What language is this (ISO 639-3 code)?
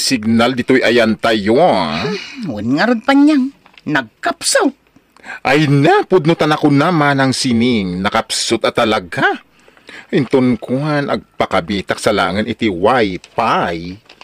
ilo